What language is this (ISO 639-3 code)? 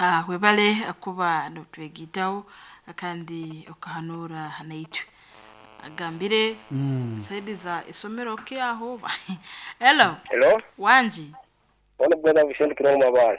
nyo